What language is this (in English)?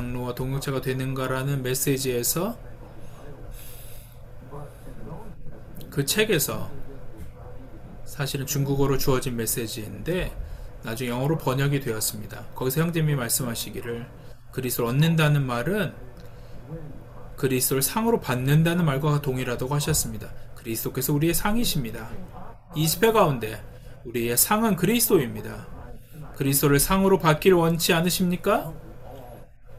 Korean